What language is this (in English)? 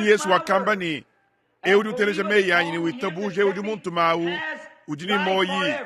Luba-Lulua